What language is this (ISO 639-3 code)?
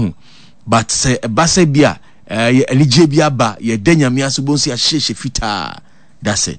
aka